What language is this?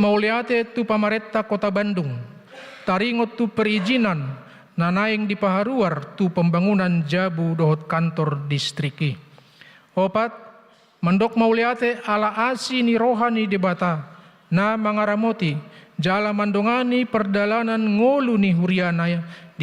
Batak Toba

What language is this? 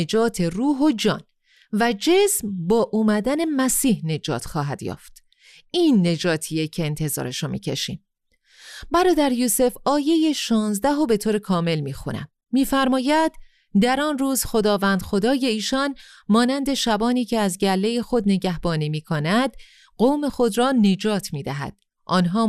Persian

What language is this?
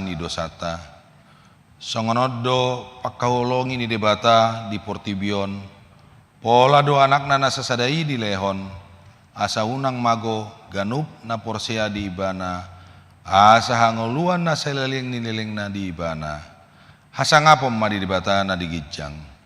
Batak Toba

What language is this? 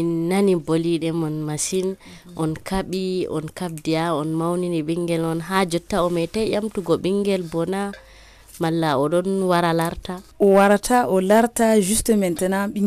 Nigerian Fulfulde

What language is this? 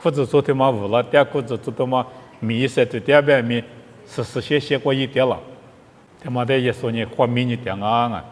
Lisu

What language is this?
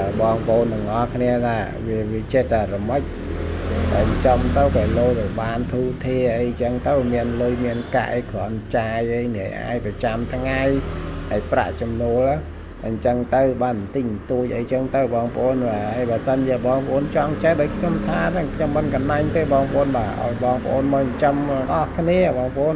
Khmer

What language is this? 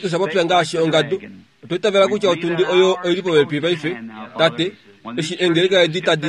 Kuanyama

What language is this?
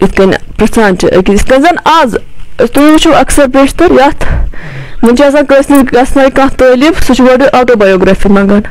Kashmiri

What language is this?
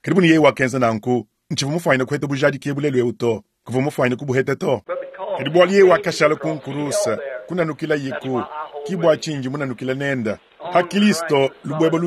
Luba-Lulua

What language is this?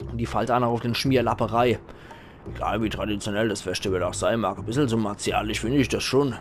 Palatine German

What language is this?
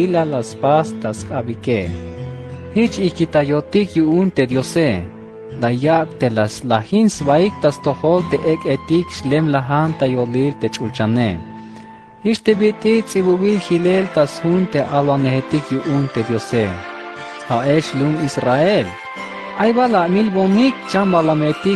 Tzeltal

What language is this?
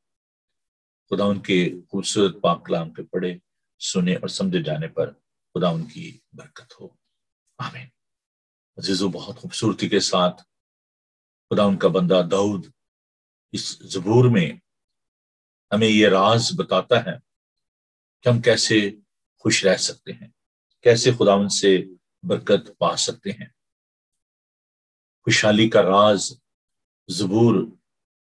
Urdu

